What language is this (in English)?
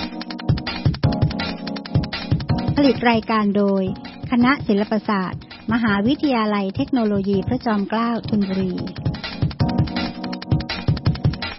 Thai